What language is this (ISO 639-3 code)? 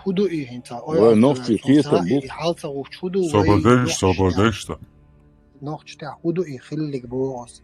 che